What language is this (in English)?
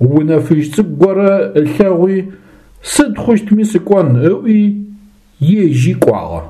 Adyghe